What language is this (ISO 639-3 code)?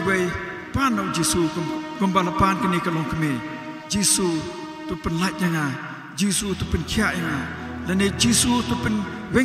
kha